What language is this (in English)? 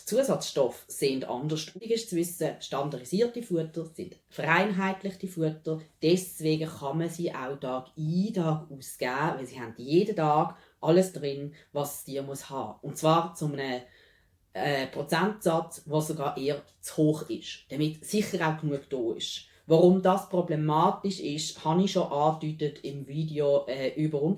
Swiss German